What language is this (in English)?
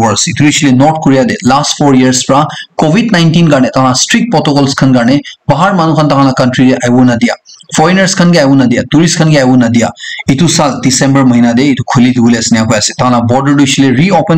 Naga Pidgin